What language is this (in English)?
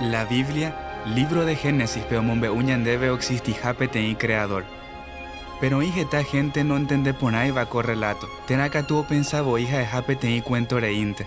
Guarani